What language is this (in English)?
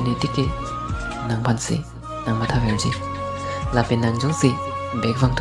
Karbi